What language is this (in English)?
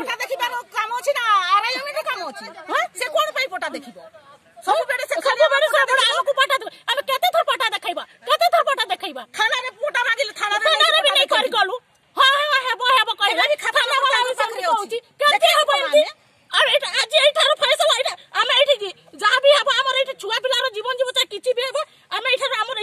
Odia